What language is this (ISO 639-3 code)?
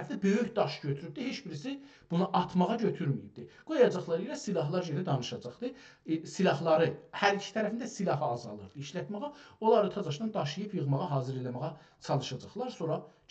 azb